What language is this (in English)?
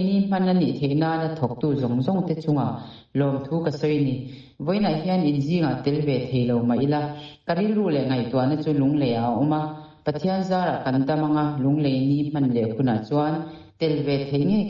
Mizo